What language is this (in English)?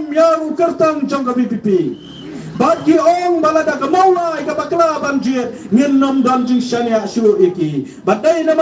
Khasi